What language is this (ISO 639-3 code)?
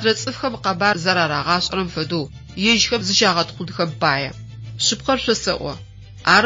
ady